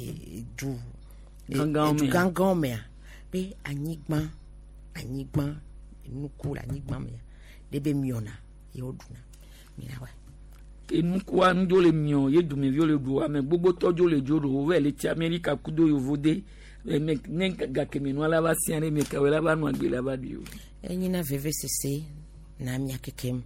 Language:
Gen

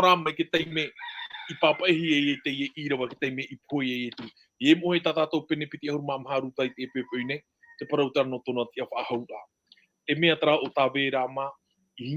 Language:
Tahitian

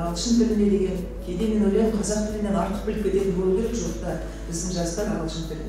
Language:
Kazakh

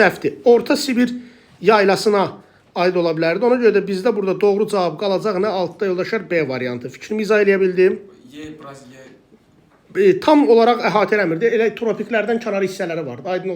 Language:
Azerbaijani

